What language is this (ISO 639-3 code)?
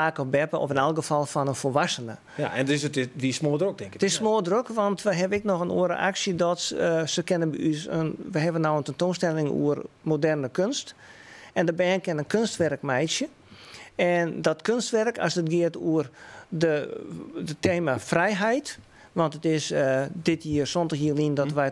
fry